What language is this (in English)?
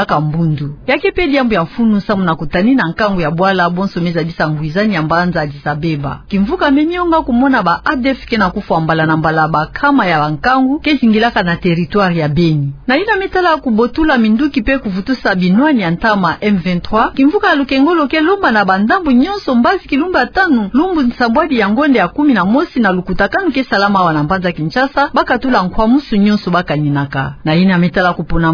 Kituba (Democratic Republic of Congo)